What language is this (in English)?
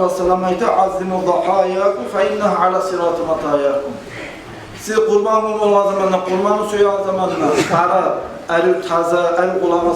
Kumyk